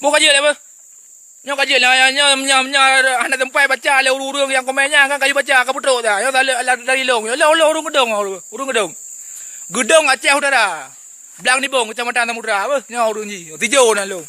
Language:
Achinese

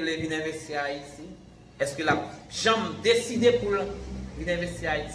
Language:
Haitian Creole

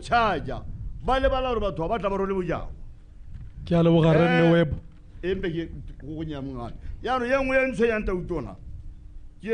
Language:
Tswana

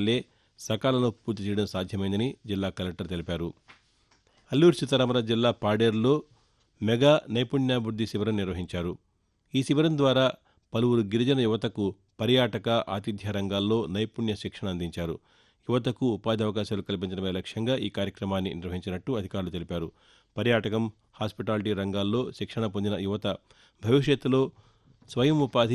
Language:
Telugu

